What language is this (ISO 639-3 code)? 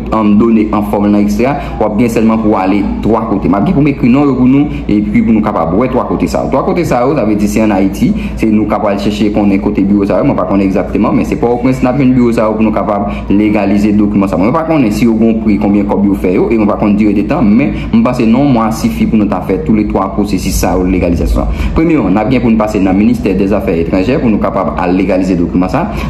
hat